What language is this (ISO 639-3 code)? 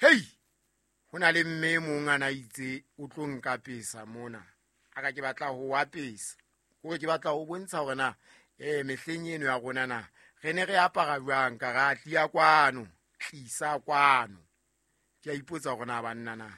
sot